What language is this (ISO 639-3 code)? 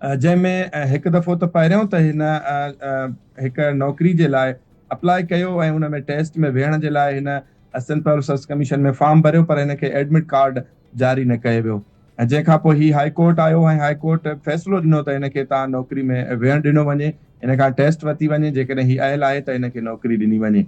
snd